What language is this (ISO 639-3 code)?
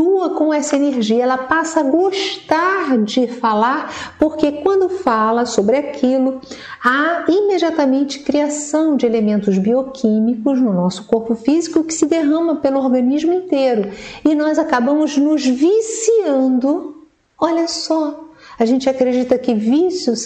por